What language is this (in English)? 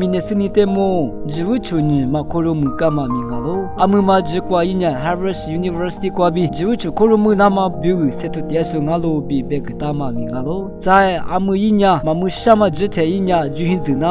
Lisu